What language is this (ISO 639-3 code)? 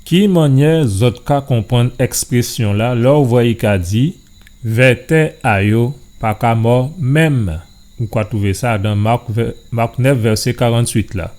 gcf